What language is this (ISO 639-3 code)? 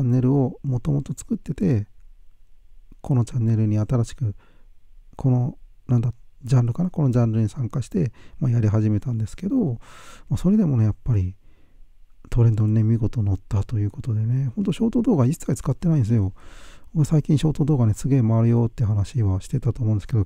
jpn